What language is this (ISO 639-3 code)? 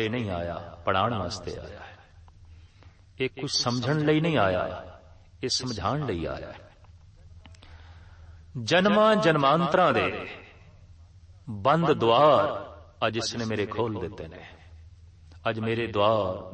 pan